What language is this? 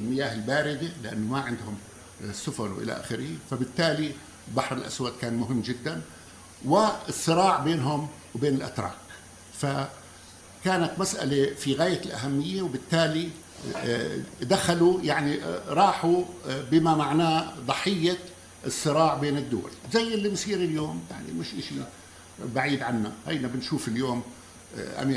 North Levantine Arabic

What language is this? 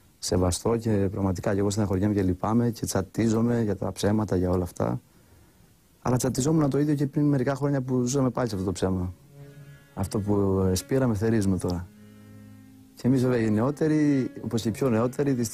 Greek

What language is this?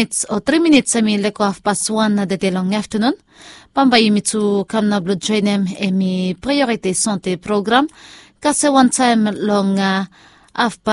Bislama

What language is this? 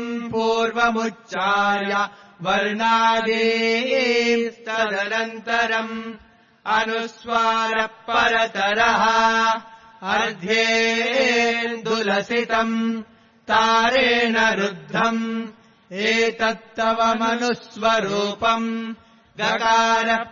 Sanskrit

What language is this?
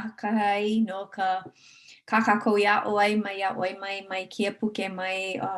Hawaiian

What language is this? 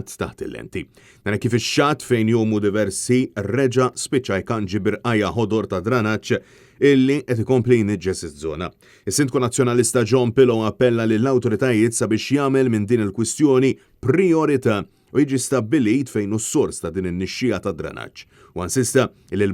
Maltese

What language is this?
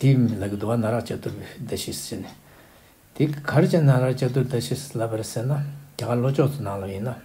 Tibetan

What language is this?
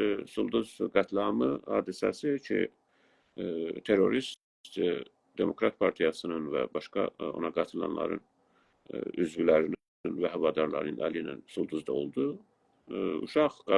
South Azerbaijani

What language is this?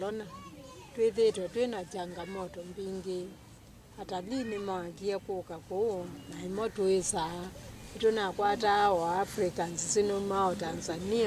Kamba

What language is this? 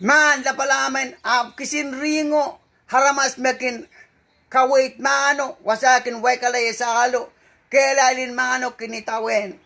Pohnpeian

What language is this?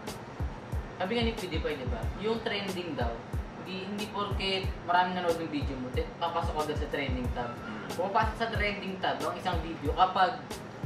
Filipino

